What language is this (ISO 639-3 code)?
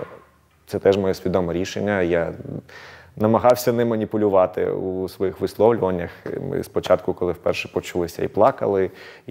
ukr